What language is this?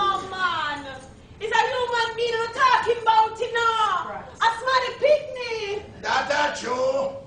Jamaican Creole English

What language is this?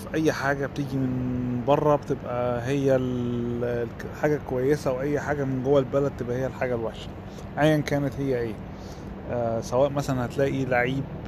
Egyptian Arabic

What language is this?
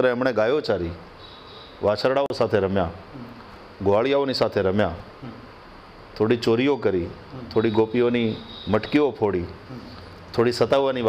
Gujarati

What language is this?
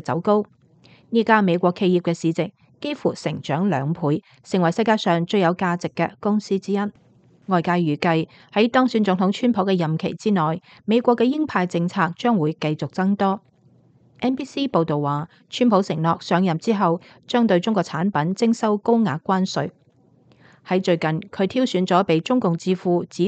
Cantonese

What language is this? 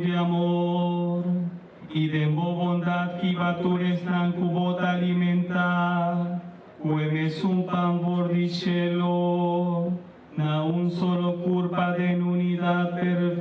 Papiamento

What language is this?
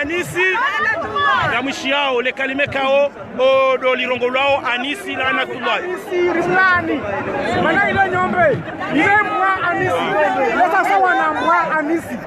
Ngazidja Comorian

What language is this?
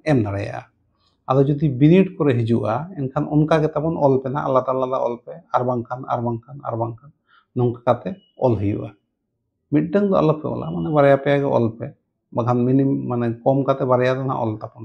Santali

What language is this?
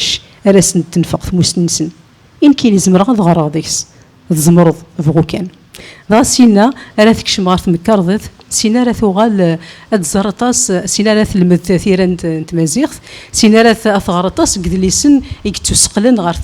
Kabyle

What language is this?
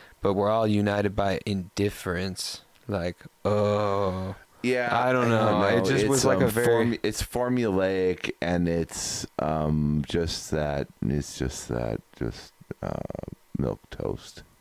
English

